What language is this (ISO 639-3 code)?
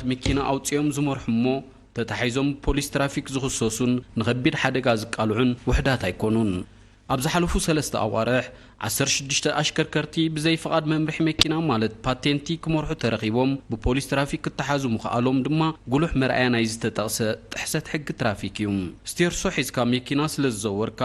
tir